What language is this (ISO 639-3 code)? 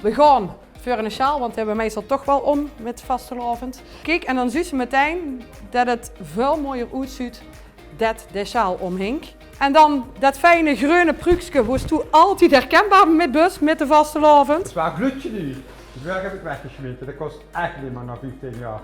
lim